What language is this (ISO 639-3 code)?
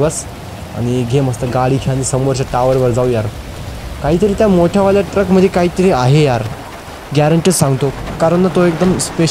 mar